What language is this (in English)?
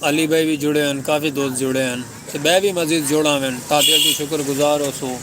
Saraiki